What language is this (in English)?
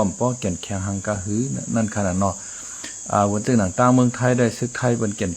Shan